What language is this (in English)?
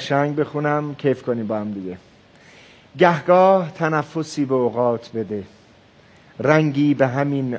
Persian